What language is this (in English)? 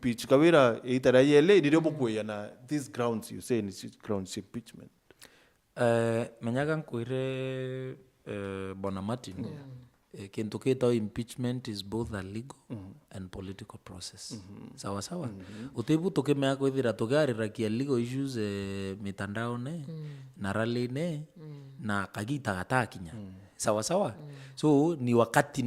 Meru